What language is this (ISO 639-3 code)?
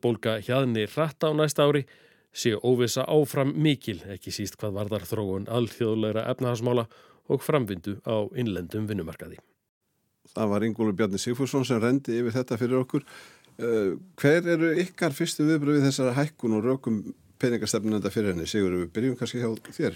isl